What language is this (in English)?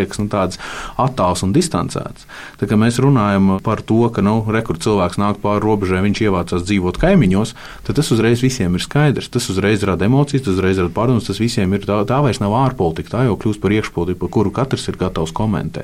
Latvian